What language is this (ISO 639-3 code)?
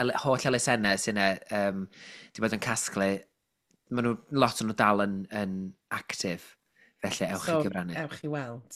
cym